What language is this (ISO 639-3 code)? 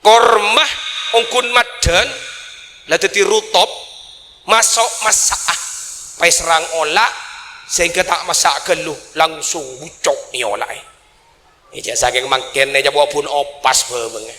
mad